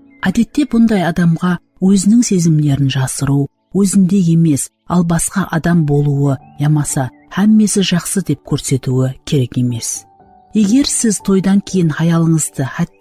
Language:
Kara-Kalpak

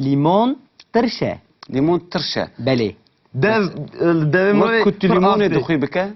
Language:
Kurdish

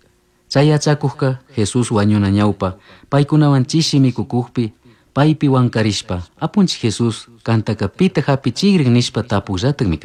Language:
Chimborazo Highland Quichua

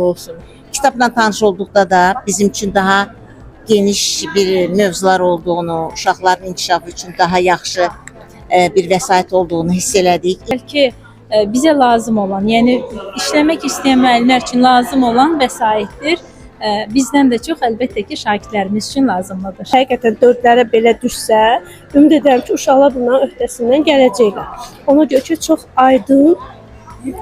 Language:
Azerbaijani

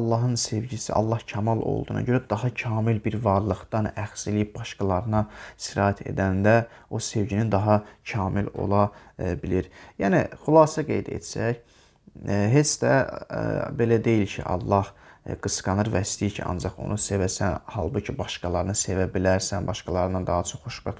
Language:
Azerbaijani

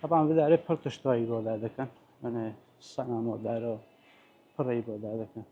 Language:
Kurdish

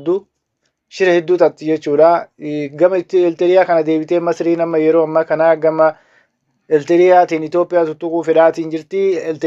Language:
Oromo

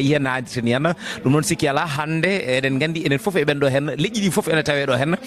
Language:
Fula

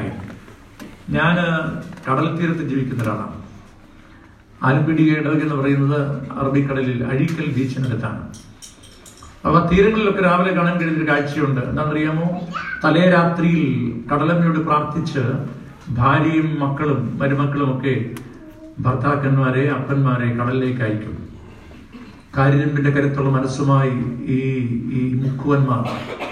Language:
Malayalam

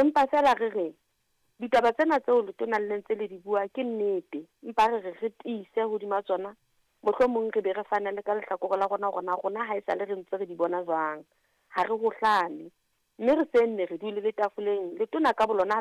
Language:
Southern Sotho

